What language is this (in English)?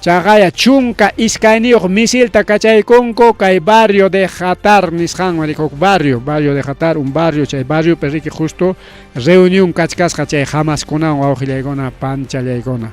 Ayacucho Quechua